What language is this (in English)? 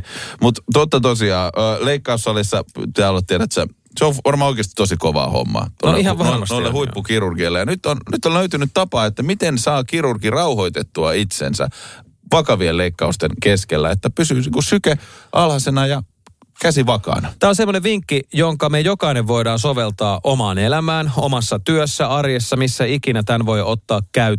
Finnish